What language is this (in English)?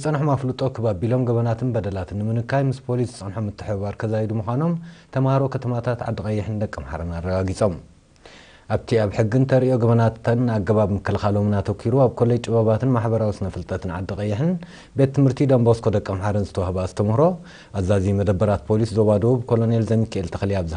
Tigrinya